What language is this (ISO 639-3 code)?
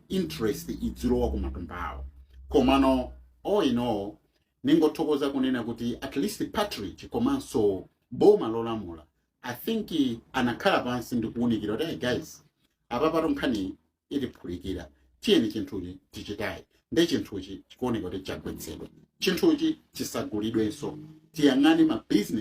nya